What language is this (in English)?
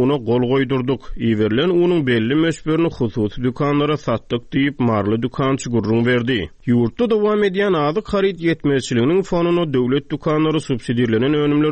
Turkmen